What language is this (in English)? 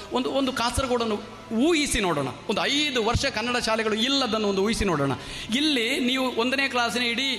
Kannada